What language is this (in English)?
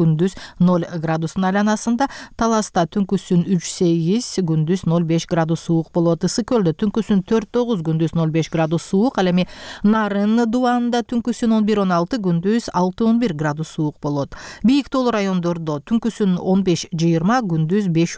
Kyrgyz